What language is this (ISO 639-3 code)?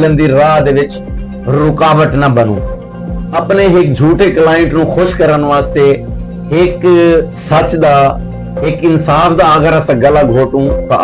skr